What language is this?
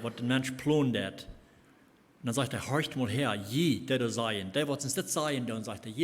Plautdietsch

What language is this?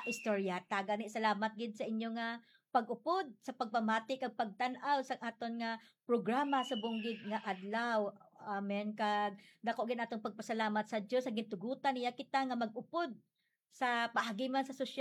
Hiligaynon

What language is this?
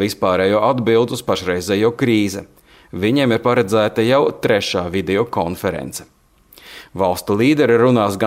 Latvian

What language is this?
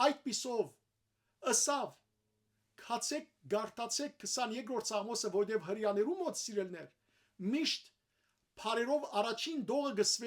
Western Armenian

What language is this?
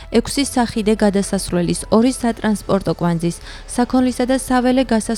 Georgian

